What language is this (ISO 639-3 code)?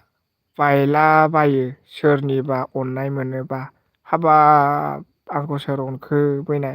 brx